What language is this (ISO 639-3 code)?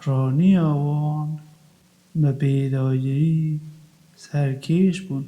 kur